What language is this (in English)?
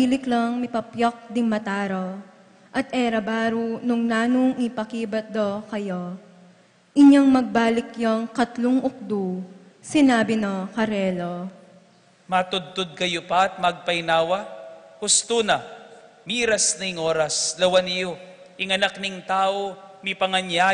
Pampanga